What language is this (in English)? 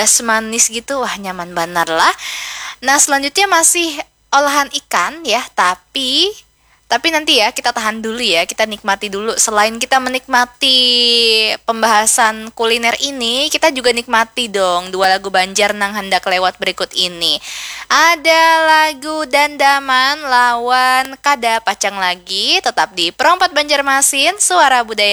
Banjar